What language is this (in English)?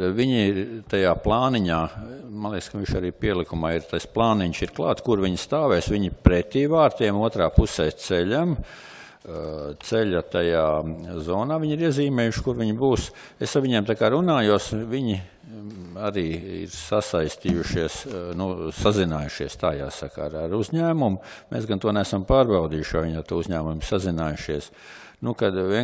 Latvian